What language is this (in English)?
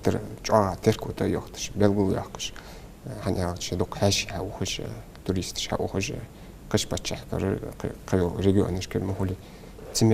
Ingush